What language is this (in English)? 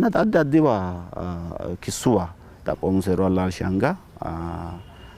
Sidamo